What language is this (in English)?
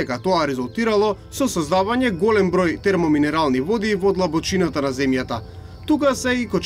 Macedonian